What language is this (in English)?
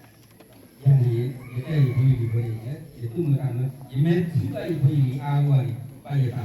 S'gaw Karen